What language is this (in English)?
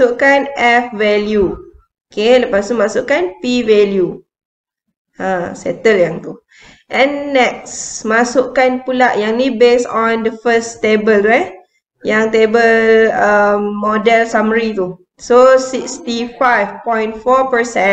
Malay